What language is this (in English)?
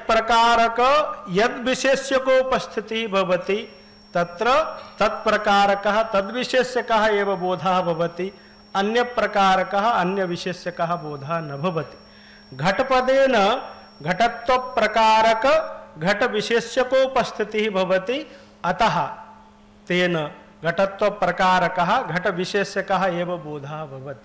Sanskrit